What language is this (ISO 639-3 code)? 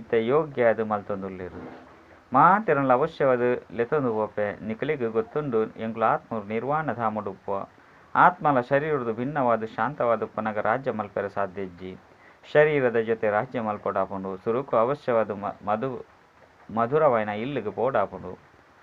tcy